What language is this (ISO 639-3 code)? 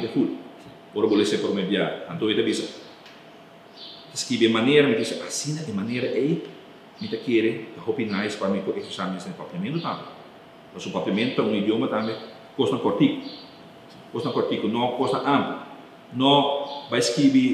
pap